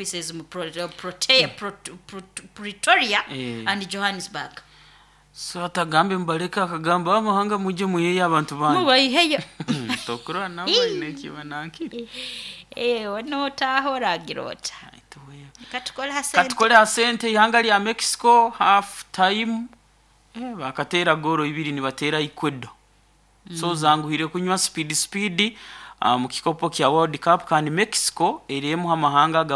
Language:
Nyoro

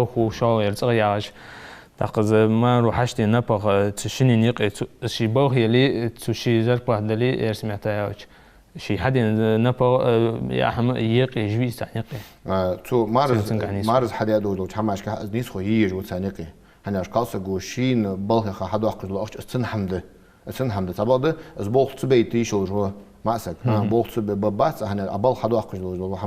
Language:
Ingush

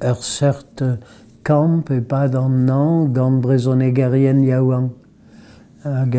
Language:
Breton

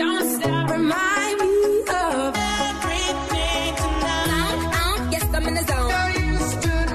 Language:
Afrikaans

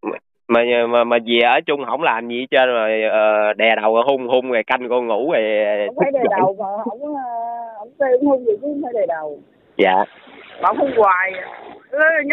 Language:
Vietnamese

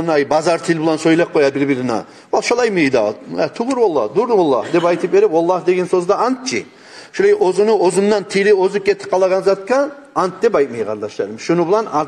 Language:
Kumyk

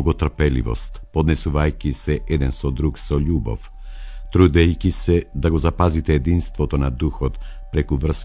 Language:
Macedonian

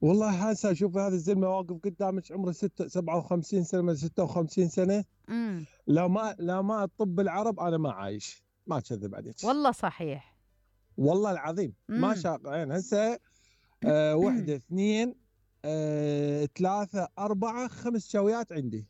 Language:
Mesopotamian Arabic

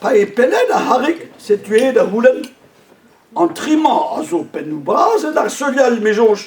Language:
Breton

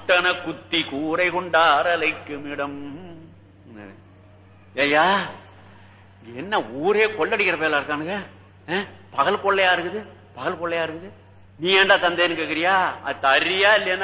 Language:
Tamil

